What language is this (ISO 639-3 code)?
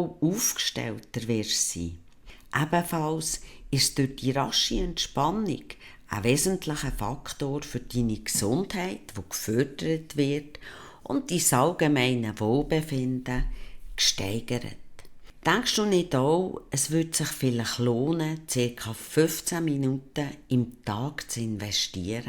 gsw